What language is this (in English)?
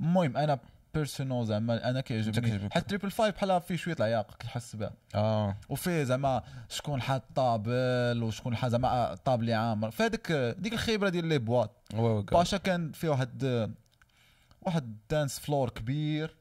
Moroccan Arabic